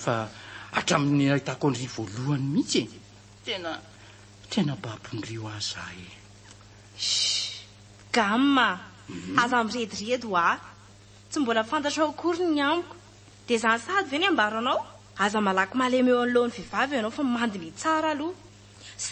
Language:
Malagasy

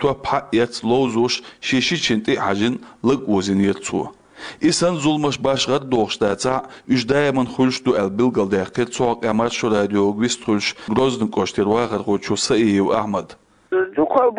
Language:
Chechen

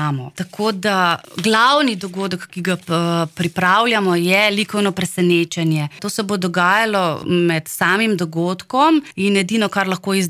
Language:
Slovenian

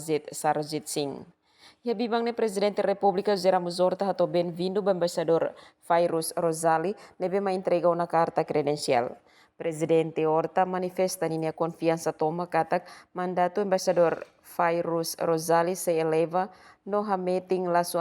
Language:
Tetum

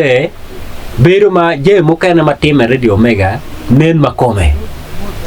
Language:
Acoli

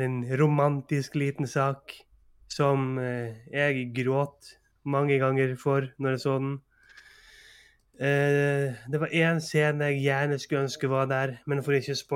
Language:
Norwegian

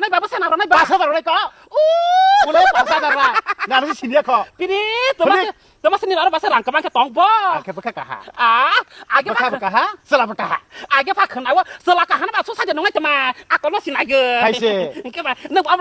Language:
Kok Borok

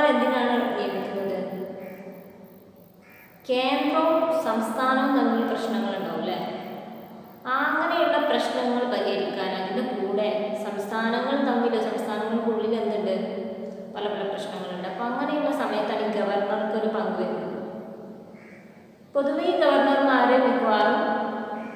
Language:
Malayalam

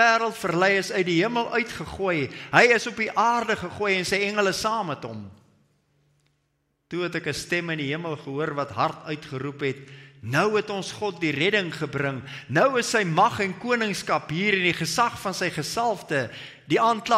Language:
Afrikaans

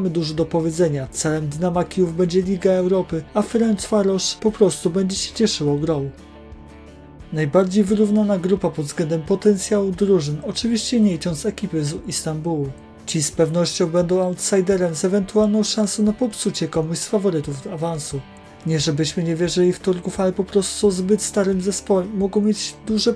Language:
Polish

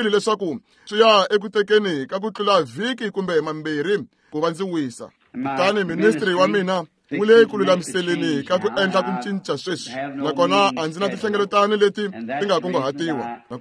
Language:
Tsonga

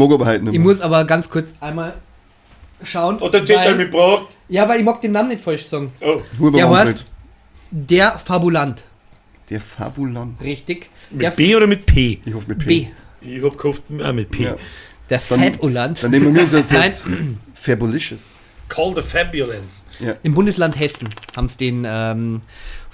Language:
Bavarian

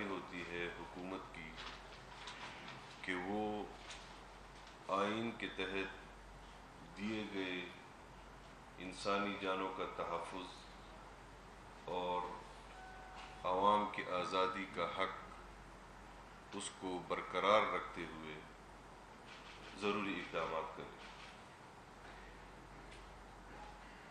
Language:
Urdu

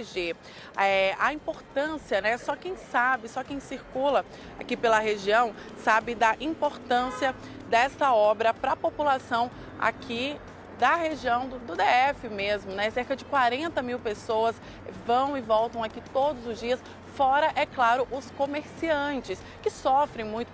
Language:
Portuguese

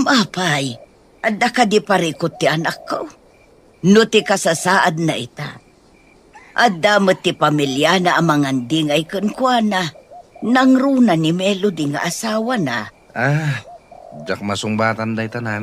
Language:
Iloko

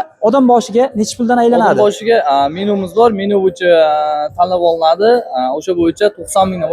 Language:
Uzbek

